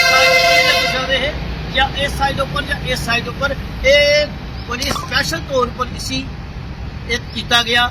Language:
Dogri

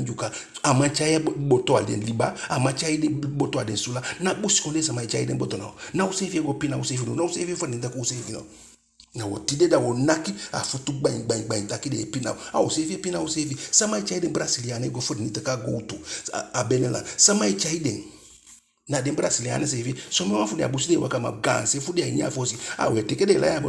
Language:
Eastern Maroon Creole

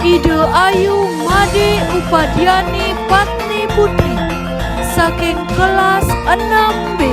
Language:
Balinese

